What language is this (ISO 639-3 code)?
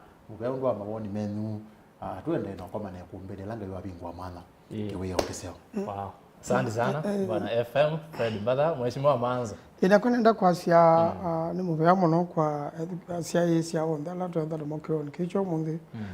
kam